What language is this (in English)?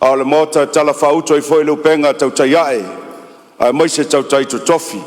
Samoan